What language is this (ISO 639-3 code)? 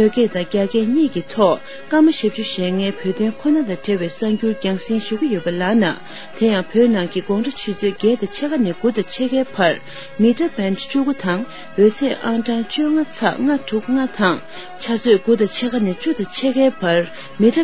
bod